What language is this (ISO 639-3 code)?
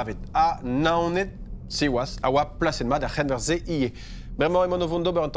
bre